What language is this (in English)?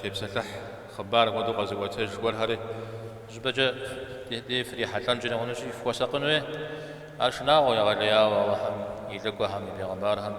Kabardian